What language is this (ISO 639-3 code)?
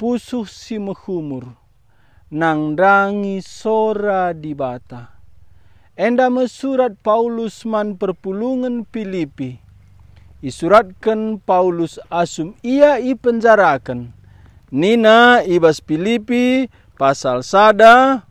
btx